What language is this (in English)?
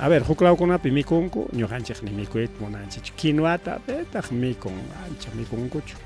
Ayacucho Quechua